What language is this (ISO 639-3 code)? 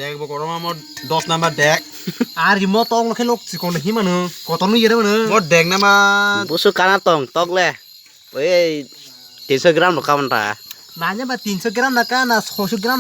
trp